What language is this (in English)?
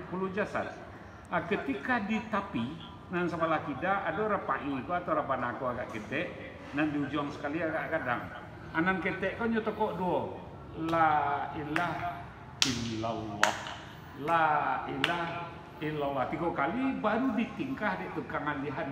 Minangkabau